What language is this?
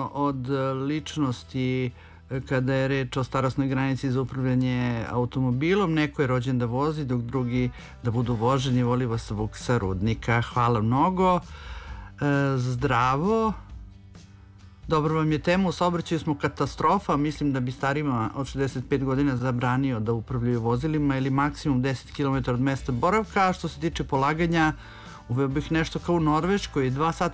Serbian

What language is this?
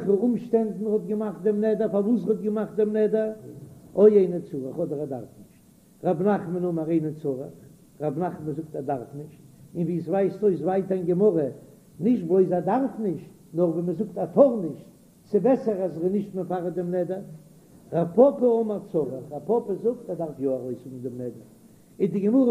Yiddish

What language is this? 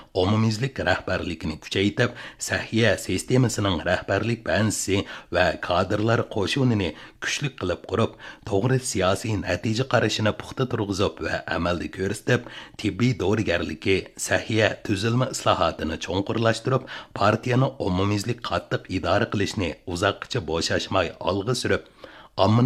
Uyghur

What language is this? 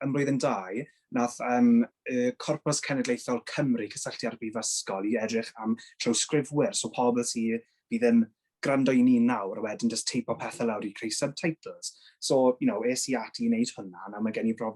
Welsh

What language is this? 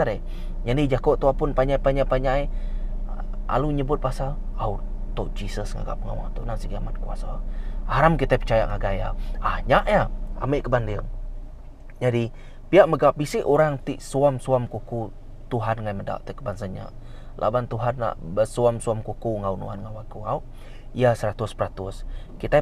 Iban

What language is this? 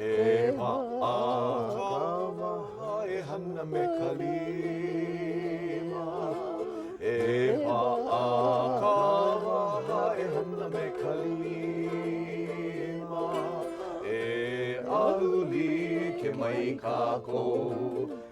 Hawaiian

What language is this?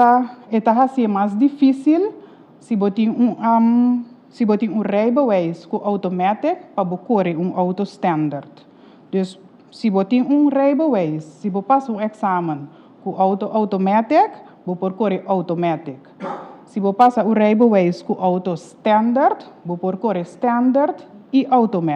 Papiamento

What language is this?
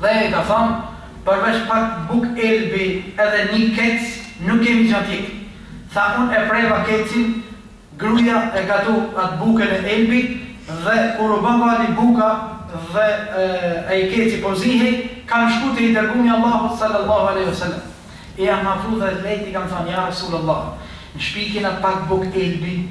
Albanian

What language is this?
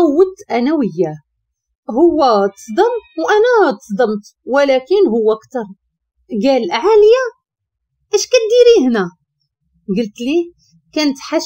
Moroccan Arabic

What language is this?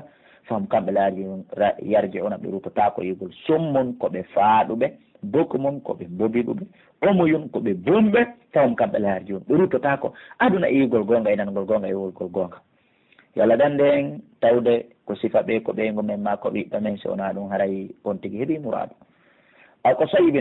Pular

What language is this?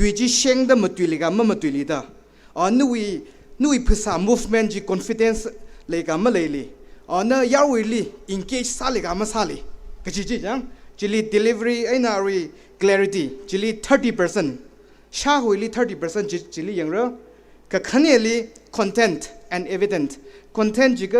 Tangkhul Naga (India)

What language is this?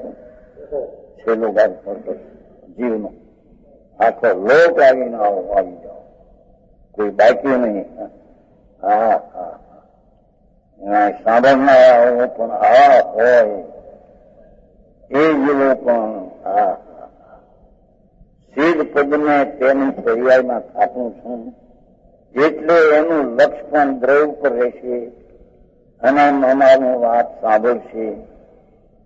Gujarati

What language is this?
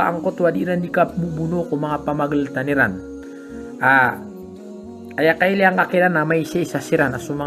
Maranao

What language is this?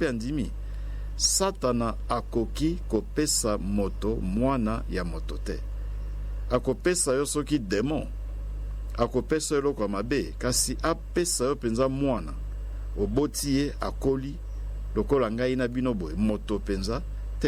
Lingala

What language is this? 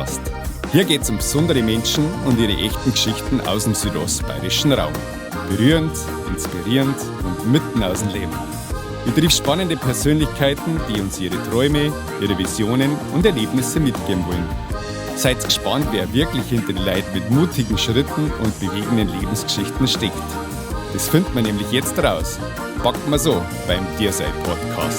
Bavarian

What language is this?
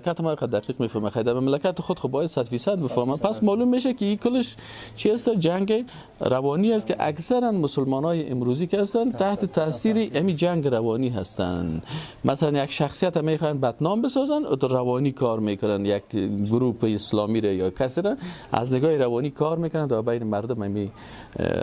Persian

